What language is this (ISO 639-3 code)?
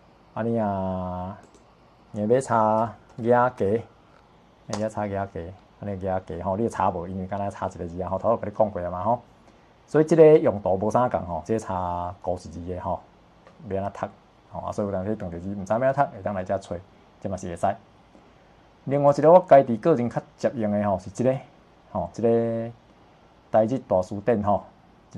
nan